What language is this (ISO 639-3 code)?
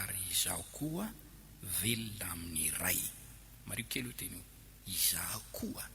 mlg